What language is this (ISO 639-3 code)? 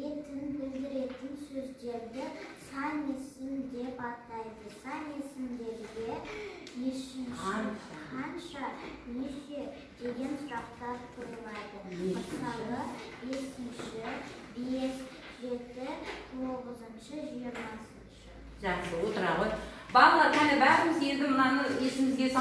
kaz